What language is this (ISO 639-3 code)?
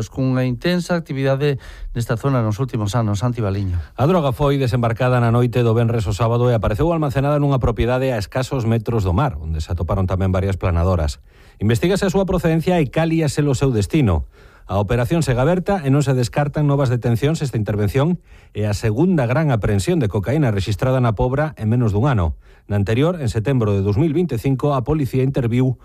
glg